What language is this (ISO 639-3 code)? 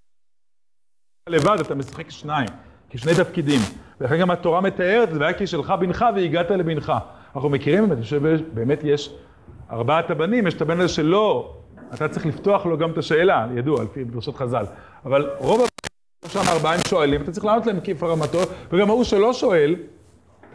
heb